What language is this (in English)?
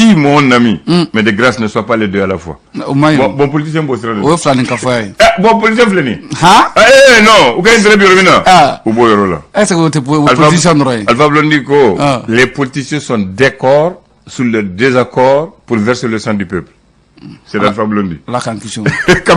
Bambara